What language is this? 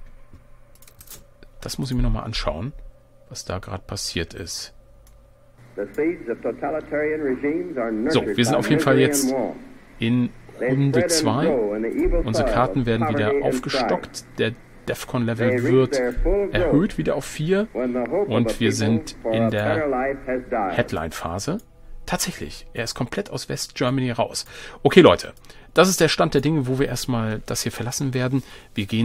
German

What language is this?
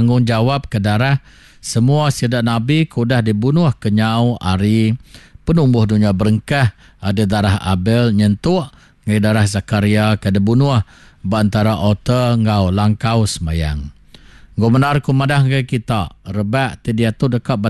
Iban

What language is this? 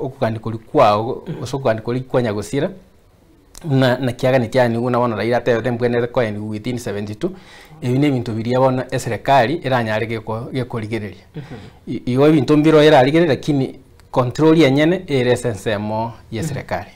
Gusii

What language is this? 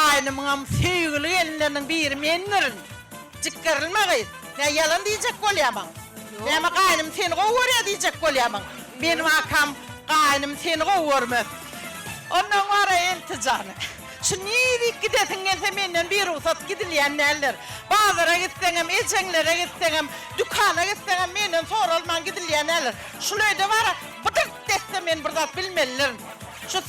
Turkmen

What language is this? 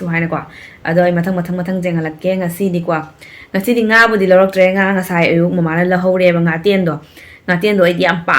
Manipuri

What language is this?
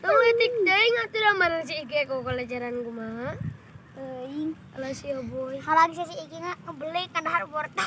Sundanese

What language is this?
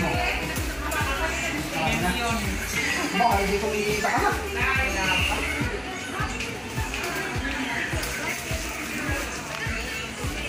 Filipino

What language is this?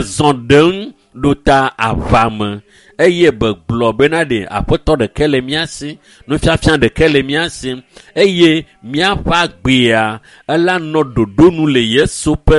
Ewe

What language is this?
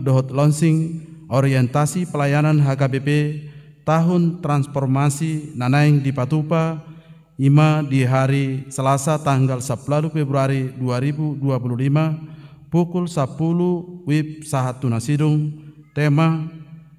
Batak Toba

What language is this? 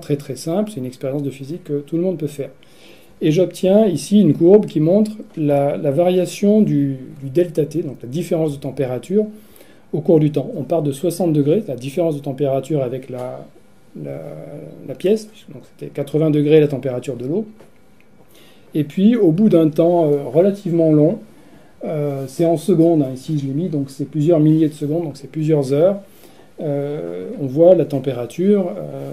French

